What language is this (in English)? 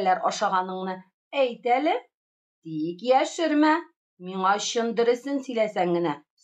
Tatar